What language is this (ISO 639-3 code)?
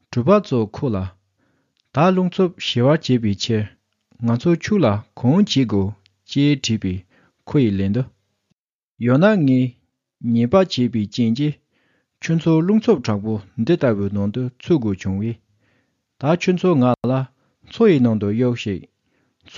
bod